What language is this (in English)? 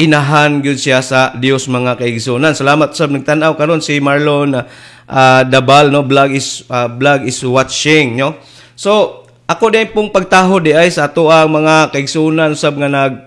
Cebuano